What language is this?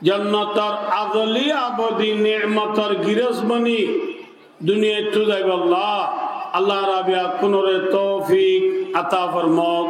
Rohingya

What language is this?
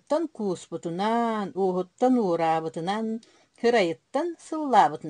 Yakut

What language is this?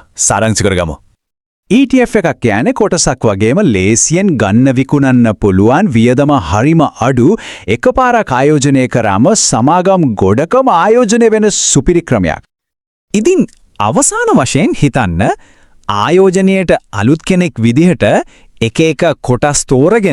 Sinhala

